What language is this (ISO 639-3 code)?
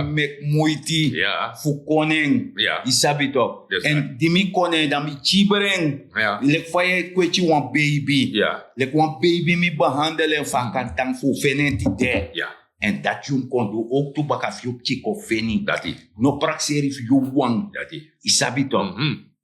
srn